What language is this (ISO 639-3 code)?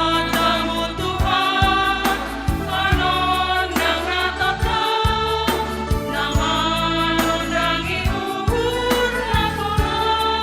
bts